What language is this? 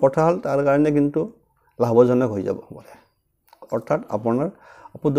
Assamese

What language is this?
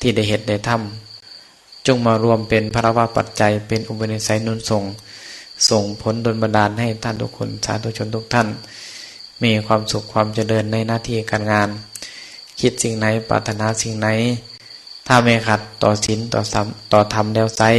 Northeastern Thai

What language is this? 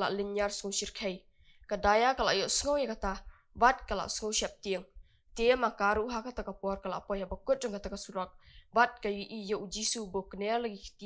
Khasi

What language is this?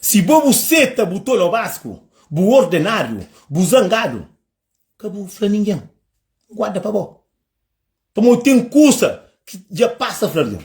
Kabuverdianu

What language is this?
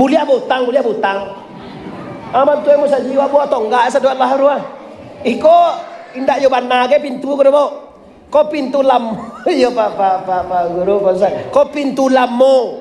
Minangkabau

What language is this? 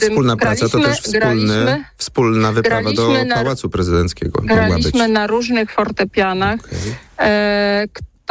Polish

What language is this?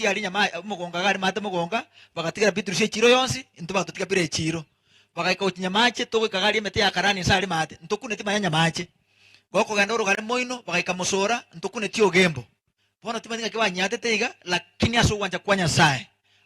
Gusii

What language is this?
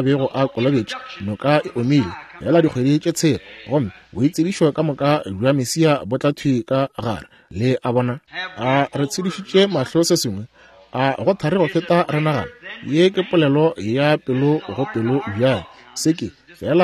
Northern Sotho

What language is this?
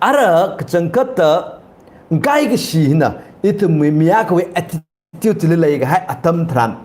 Tangkhul Naga (India)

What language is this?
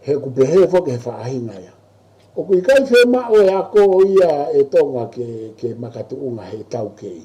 Tongan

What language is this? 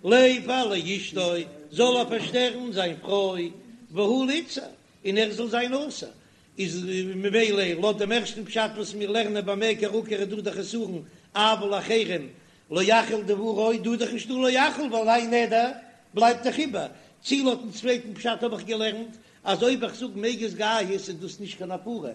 Yiddish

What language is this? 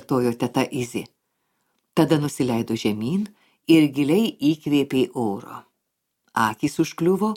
Lithuanian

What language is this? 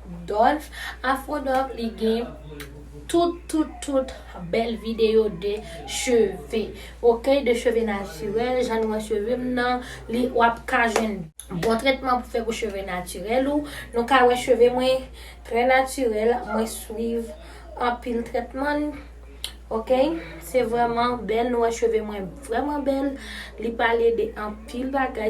Haitian Creole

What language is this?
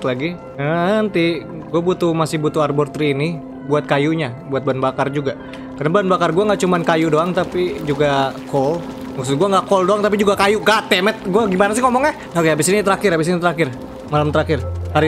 Indonesian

